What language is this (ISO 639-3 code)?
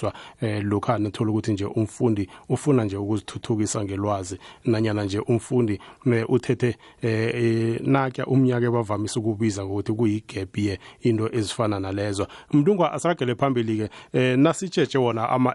nbl